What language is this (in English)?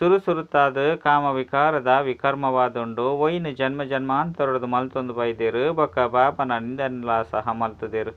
Tulu